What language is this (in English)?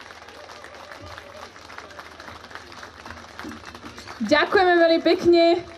Slovak